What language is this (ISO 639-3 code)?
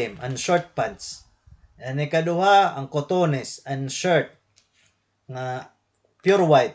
war